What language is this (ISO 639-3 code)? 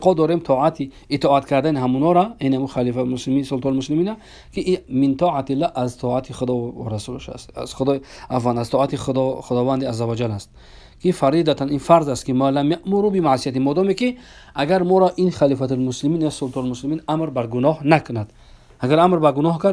tgk